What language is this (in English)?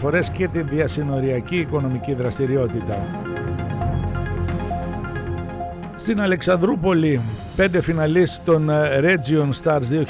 Greek